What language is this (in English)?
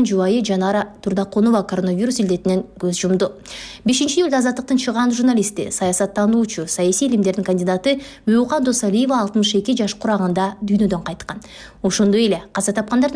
Kyrgyz